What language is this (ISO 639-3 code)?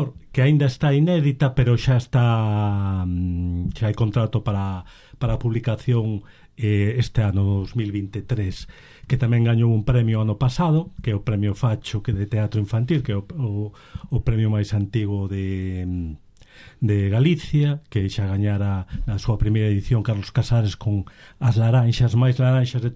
glg